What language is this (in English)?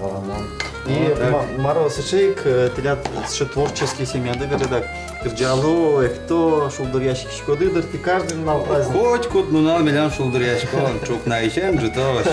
Udmurt